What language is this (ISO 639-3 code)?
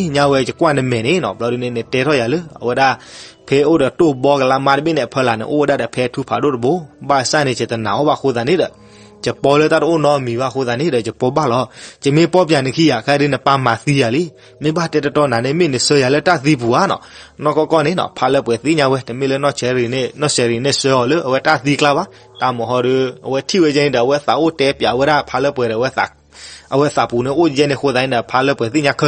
ksw